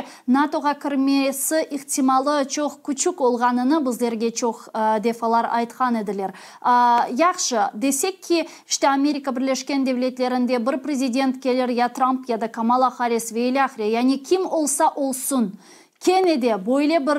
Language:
Crimean Tatar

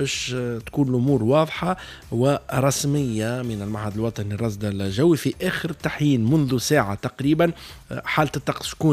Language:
Tunisian Arabic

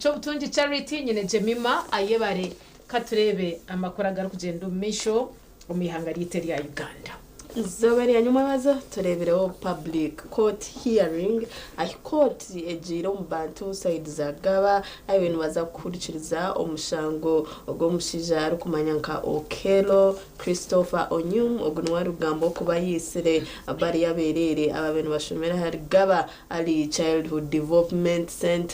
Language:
Nyankole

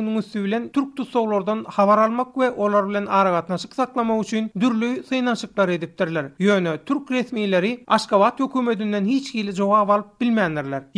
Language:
Turkmen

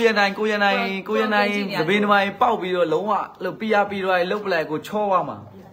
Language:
Burmese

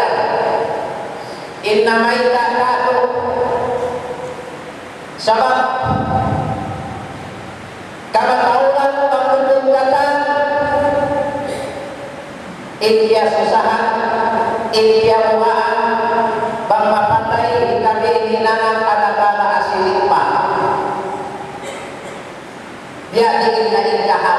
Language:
Tausug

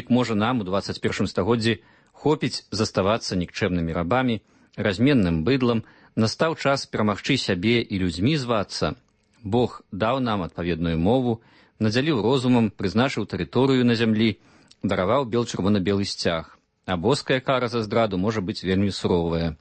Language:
Belarusian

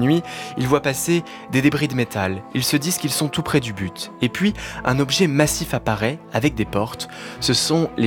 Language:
French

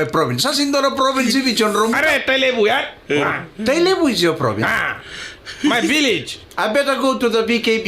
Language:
Fijian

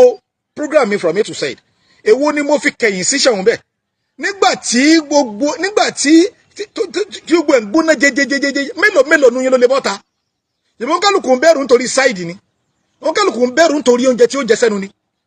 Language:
Yoruba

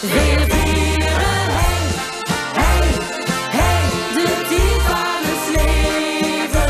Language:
Limburgish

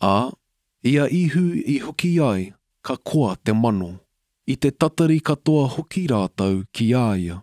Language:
Māori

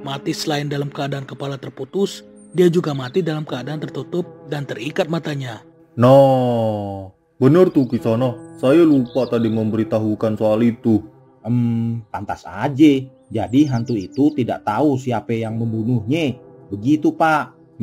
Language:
Betawi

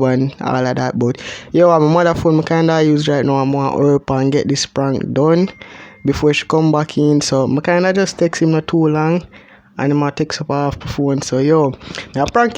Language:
Jamaican Creole English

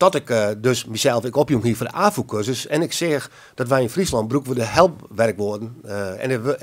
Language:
Western Frisian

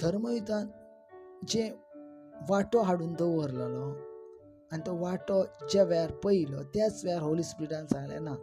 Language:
Konkani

